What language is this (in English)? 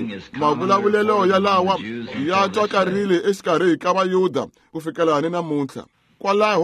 Tsonga